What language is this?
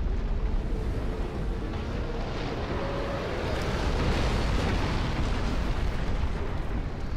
Russian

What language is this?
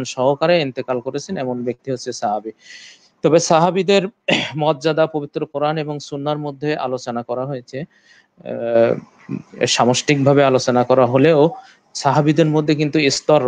Bangla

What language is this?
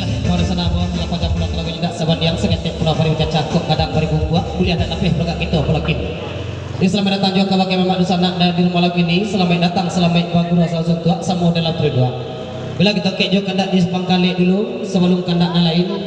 Minangkabau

